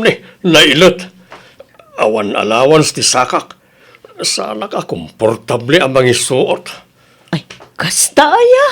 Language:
Iloko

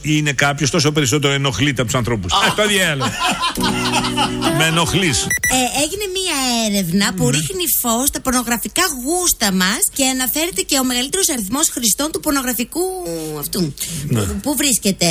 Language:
Greek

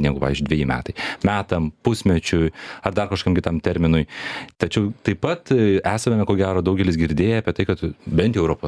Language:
Lithuanian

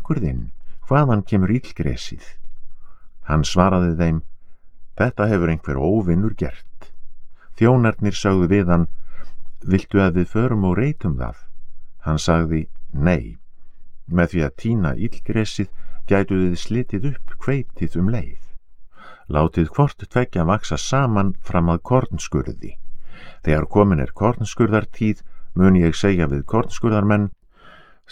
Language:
Icelandic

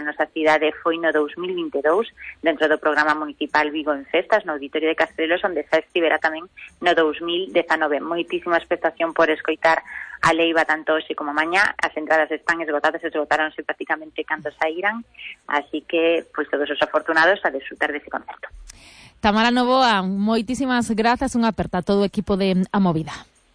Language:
Galician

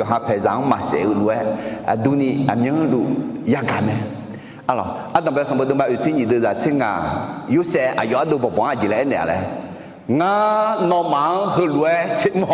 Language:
Akha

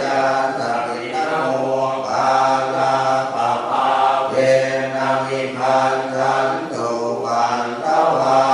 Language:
Pali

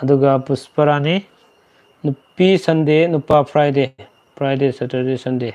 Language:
Manipuri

